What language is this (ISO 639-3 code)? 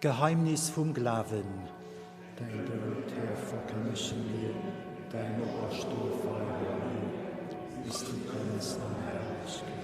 ltz